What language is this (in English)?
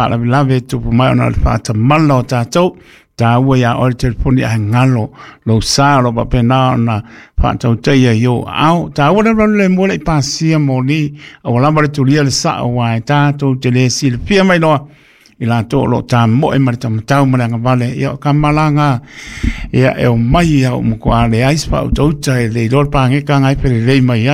Samoan